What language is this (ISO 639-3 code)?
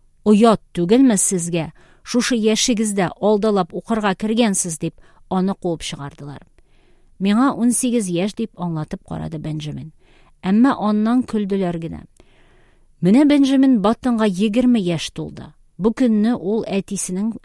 tat